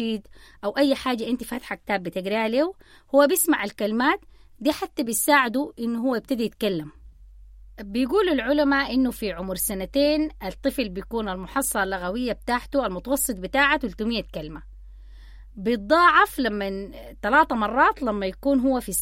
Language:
Sudanese Arabic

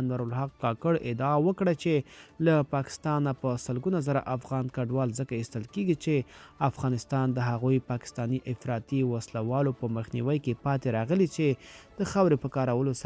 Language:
Pashto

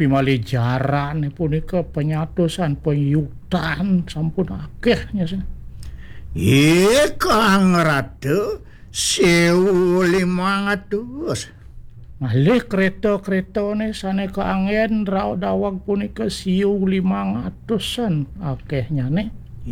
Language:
Balinese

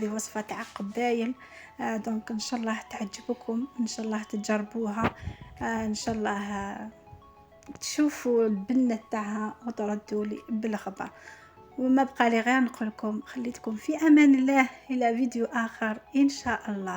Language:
Algerian Arabic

